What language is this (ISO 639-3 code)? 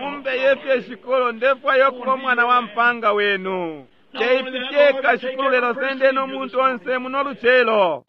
bem